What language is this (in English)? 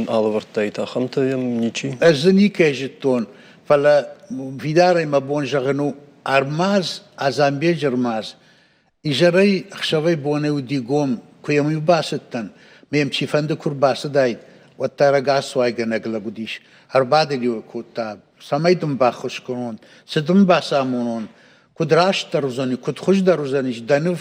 Ossetic